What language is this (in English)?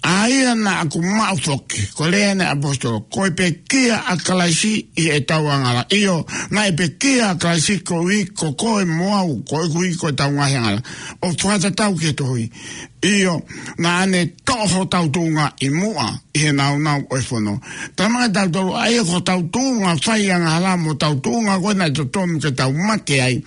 Tongan